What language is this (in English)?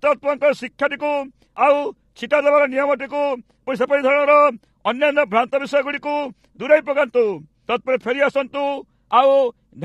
Odia